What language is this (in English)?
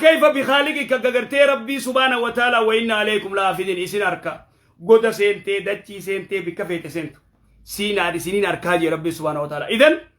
Oromo